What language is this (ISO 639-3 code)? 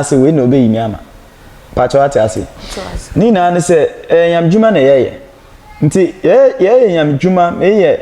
aka